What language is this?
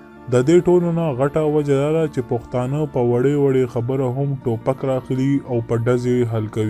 Pashto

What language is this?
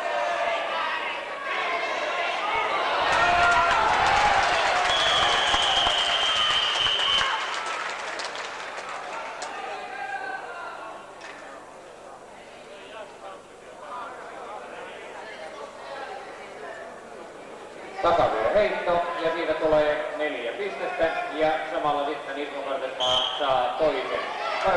Finnish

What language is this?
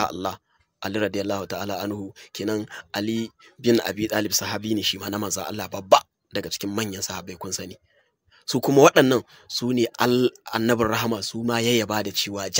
Hausa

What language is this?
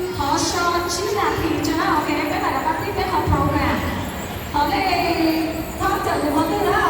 Hmong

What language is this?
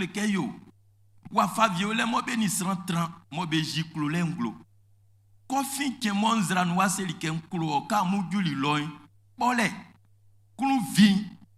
Baoulé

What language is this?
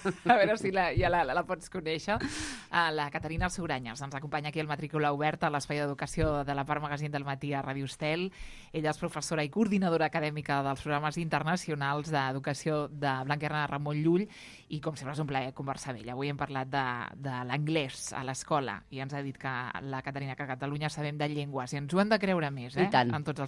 Catalan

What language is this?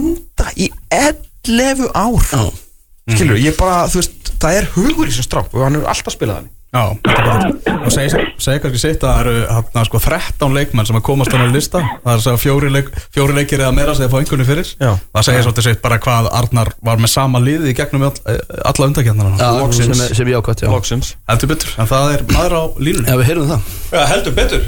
Icelandic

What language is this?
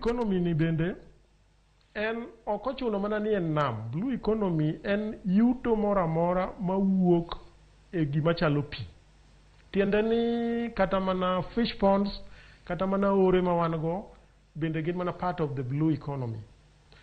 Luo (Kenya and Tanzania)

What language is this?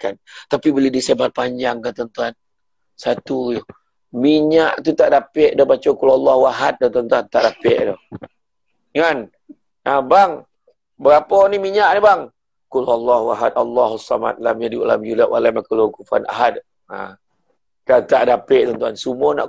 Malay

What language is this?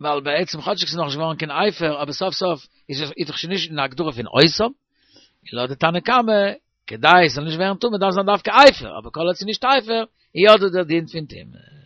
Yiddish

